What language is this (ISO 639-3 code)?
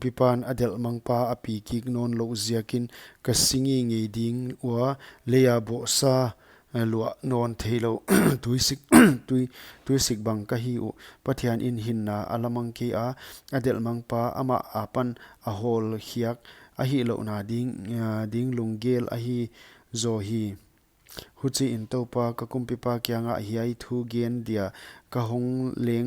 pck